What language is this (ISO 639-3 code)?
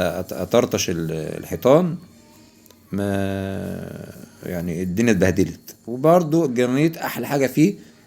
arz